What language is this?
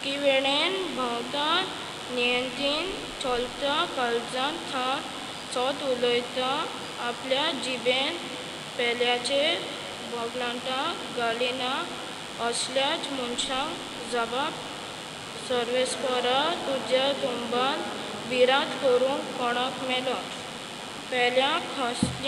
Konkani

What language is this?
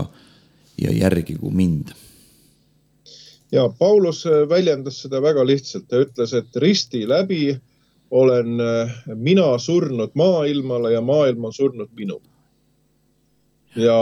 Estonian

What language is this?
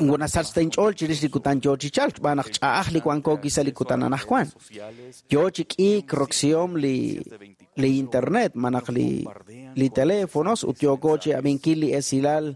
Kekchí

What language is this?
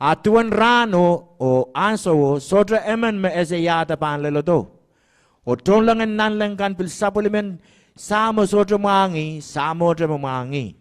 Pohnpeian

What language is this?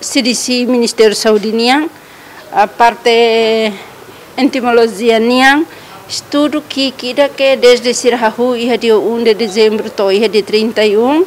Tetum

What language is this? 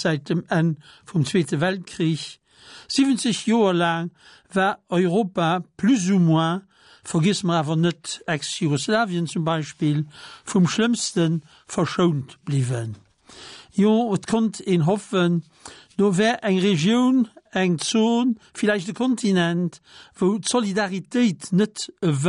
Luxembourgish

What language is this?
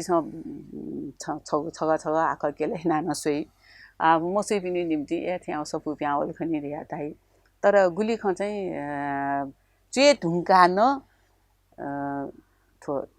Newari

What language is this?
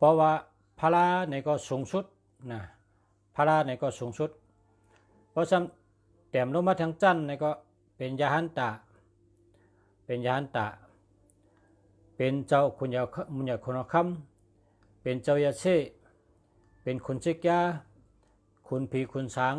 Shan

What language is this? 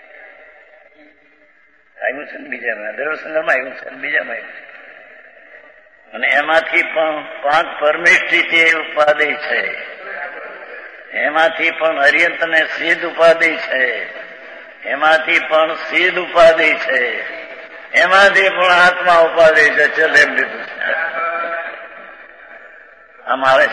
Gujarati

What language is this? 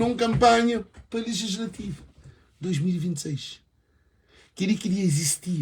Kabuverdianu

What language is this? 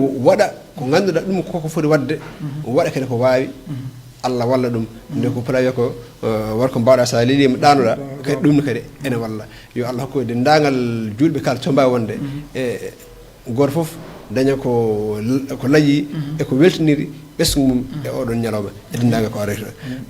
Fula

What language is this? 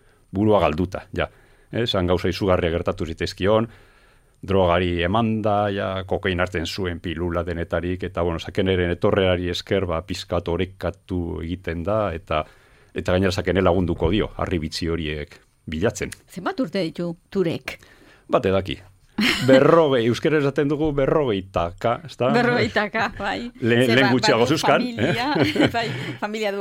Basque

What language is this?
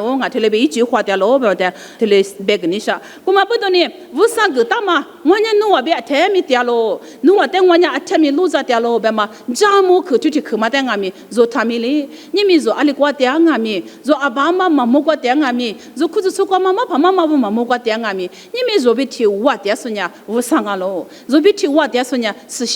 Lisu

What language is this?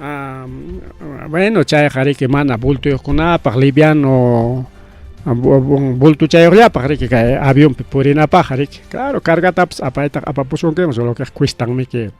Ayacucho Quechua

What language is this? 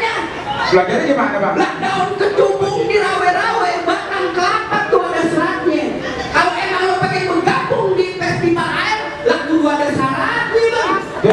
Betawi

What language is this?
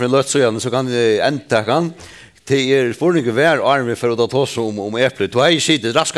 Faroese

